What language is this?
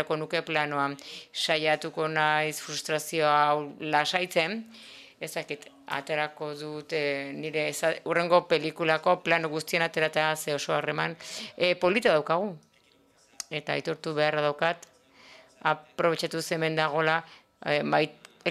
Basque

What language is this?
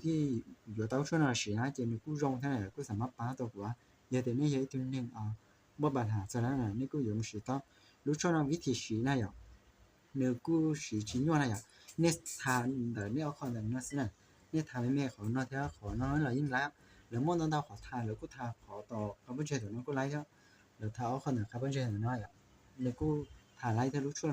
Hmong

